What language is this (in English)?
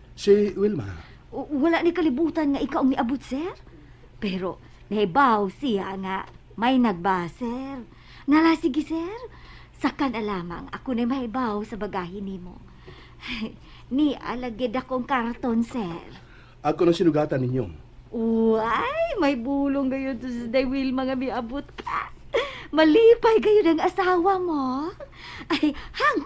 Cebuano